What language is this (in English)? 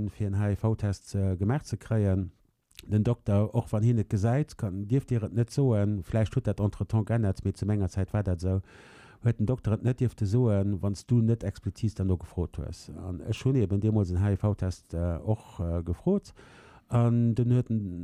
Luxembourgish